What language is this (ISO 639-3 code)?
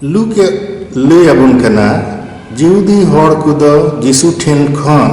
sat